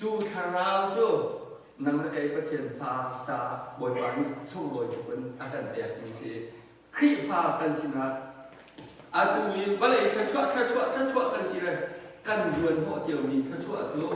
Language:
Hakha Chin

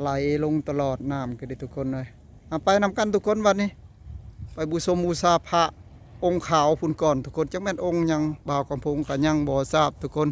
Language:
Northeastern Thai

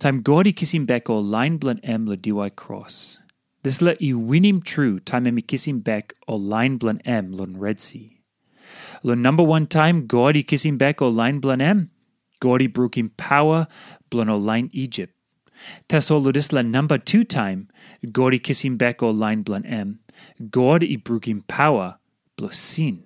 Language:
Tok Pisin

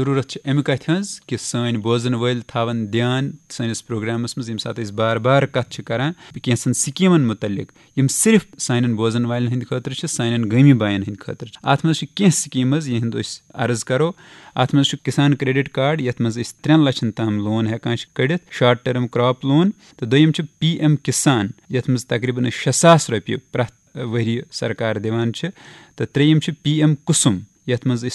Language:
Kashmiri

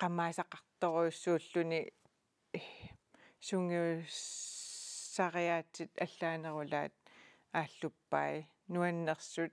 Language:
Kalaallisut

